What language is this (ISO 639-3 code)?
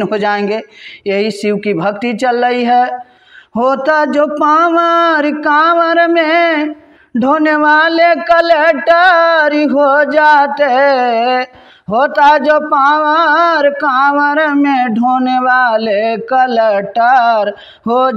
bho